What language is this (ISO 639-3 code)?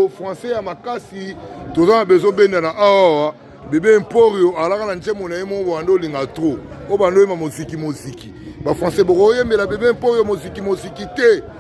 lin